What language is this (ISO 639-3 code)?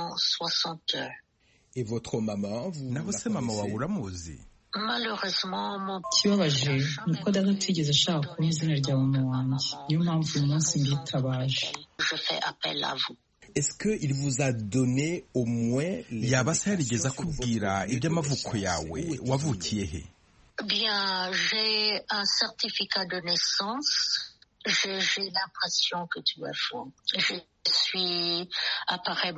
kin